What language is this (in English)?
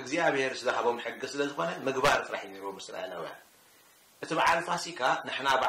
Tigrinya